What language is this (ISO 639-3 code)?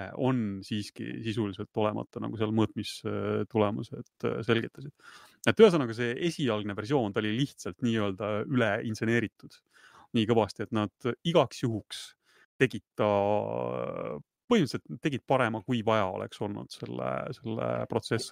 est